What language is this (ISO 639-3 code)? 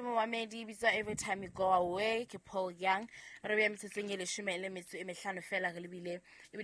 sot